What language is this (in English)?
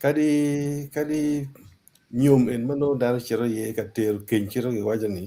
Acoli